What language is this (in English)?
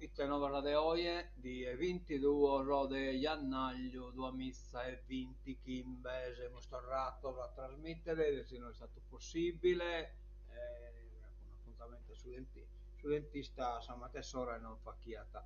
Sardinian